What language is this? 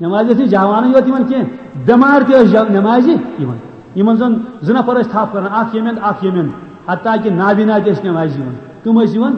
Kashmiri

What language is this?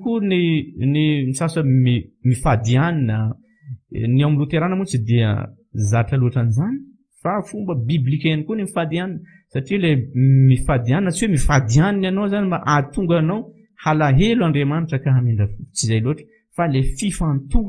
Malagasy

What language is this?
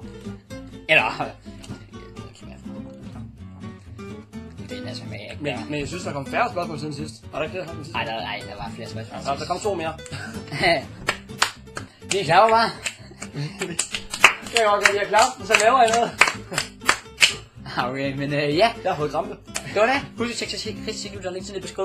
Danish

